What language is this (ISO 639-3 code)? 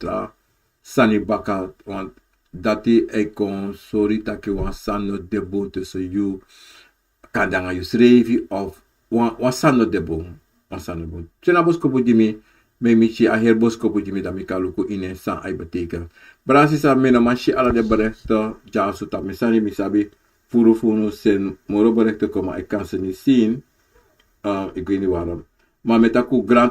srn